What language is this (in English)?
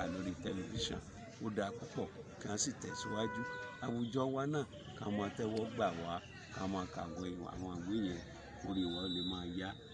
Yoruba